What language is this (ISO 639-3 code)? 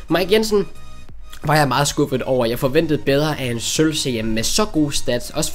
dan